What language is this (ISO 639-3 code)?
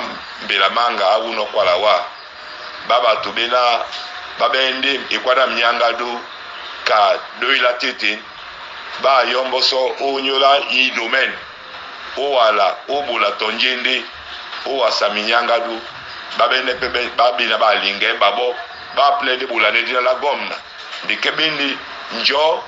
dua